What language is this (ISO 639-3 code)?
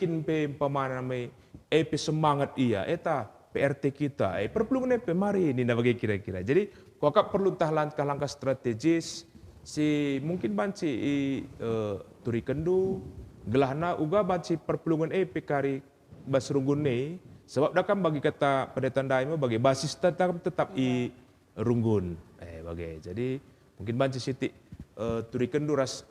btx